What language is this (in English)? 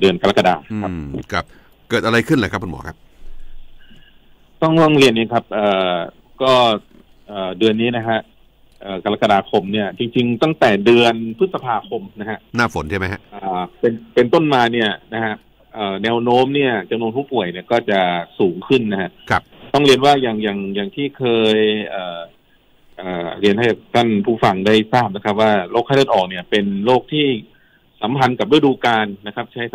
Thai